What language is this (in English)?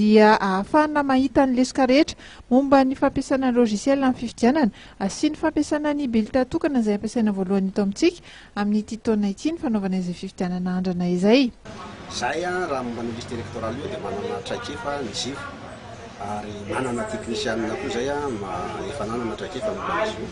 Malagasy